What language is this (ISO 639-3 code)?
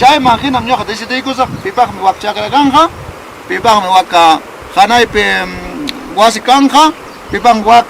quy